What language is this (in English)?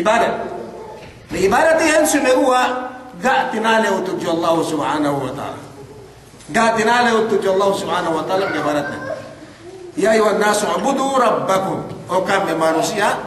Yakan